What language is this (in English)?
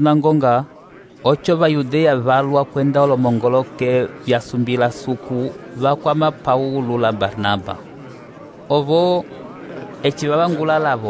Umbundu